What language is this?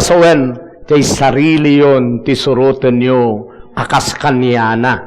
Iloko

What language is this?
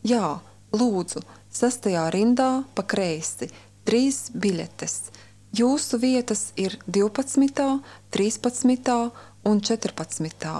Latvian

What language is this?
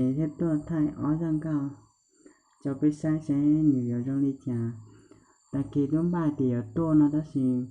Hmong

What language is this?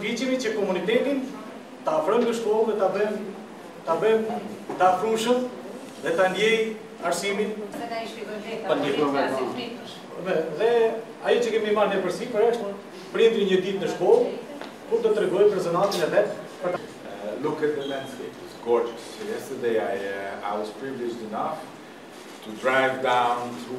Albanian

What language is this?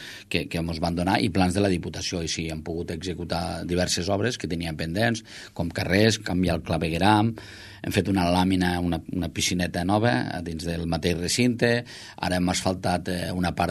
Catalan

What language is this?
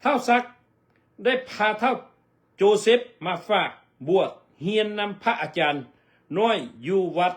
Lao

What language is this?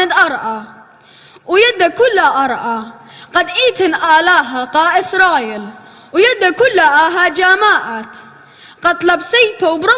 Assyrian Neo-Aramaic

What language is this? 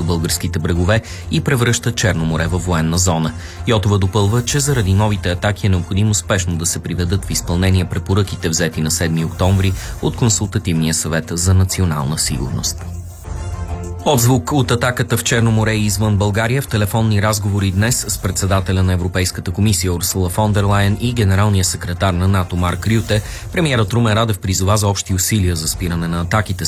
Bulgarian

